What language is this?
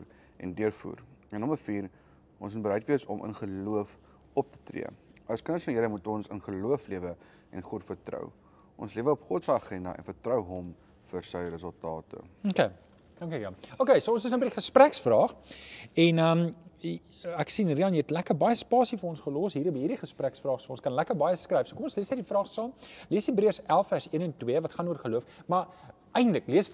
Afrikaans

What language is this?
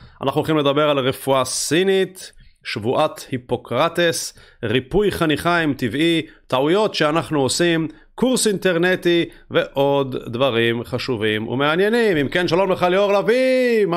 Hebrew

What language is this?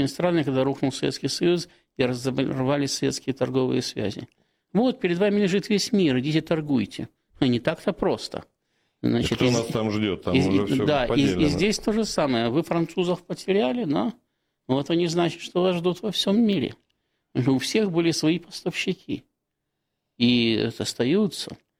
Russian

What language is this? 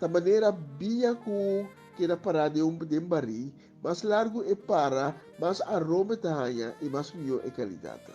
Papiamento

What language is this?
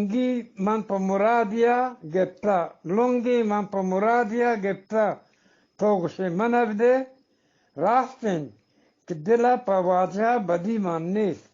Eastern Balochi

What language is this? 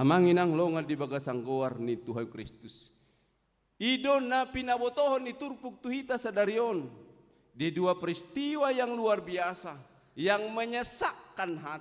Batak Toba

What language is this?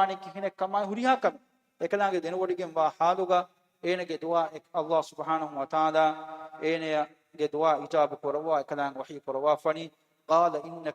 Divehi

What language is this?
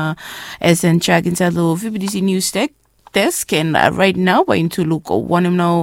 Bislama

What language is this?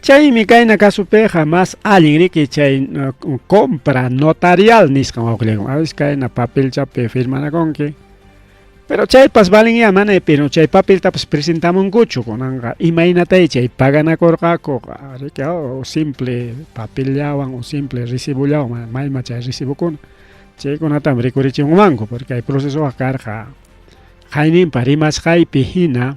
Ayacucho Quechua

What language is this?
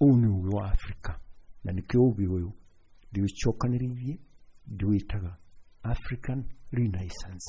Kikuyu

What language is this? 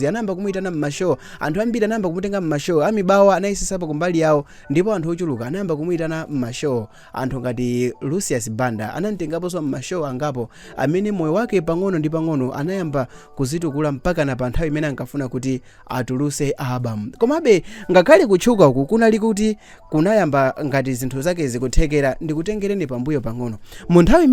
Nyanja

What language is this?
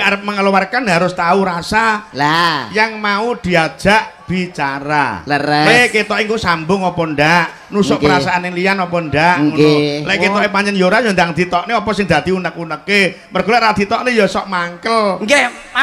Javanese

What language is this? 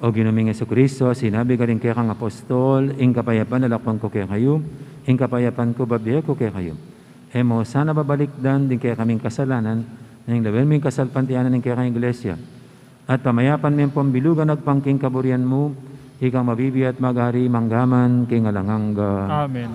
Pampanga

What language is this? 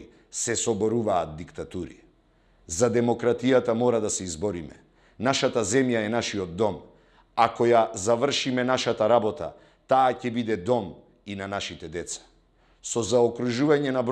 Macedonian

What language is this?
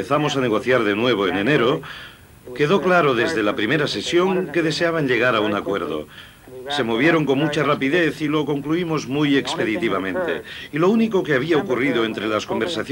Spanish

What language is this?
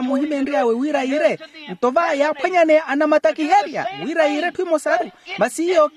Makhuwa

